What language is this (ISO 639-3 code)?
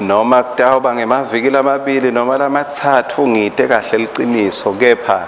ssw